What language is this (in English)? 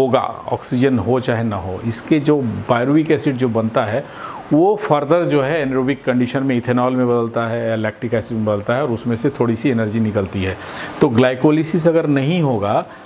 Hindi